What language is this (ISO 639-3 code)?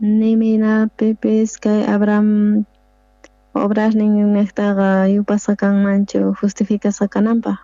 quh